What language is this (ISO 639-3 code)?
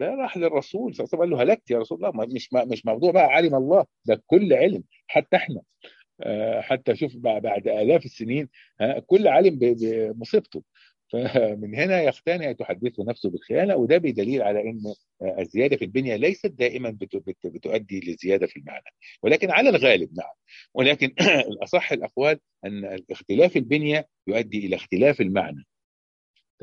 arz